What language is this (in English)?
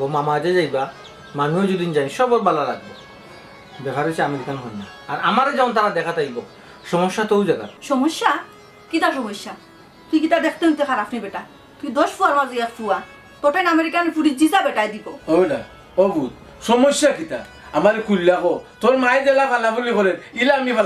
Sylheti